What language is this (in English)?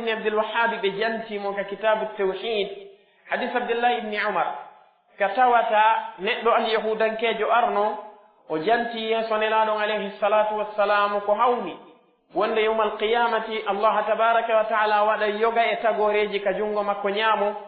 Pular